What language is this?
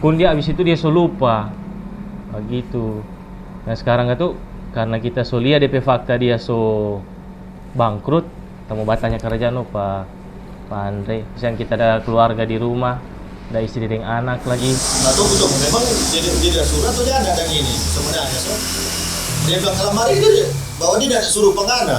Manado Malay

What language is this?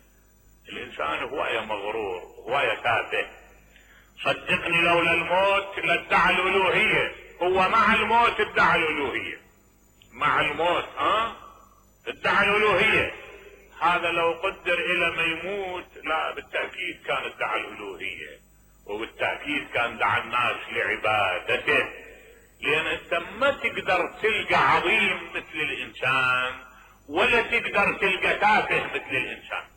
Mesopotamian Arabic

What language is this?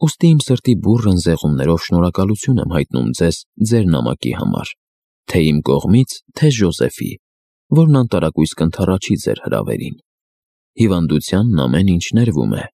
Armenian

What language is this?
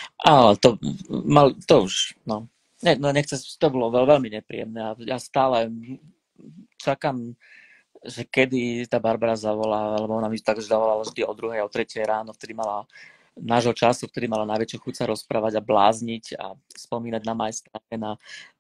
Slovak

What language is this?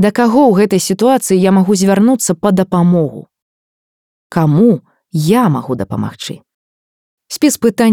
Belarusian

